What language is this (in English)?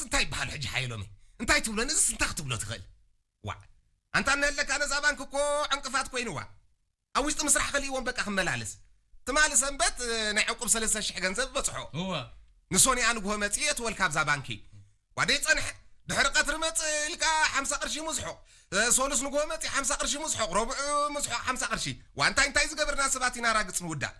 Tigrinya